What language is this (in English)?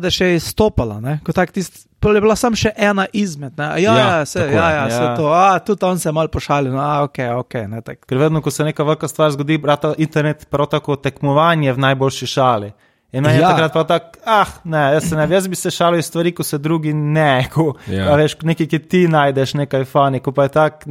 Slovenian